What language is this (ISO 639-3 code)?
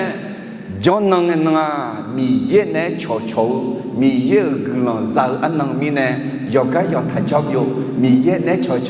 ahk